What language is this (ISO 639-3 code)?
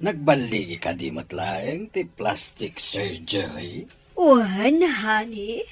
ilo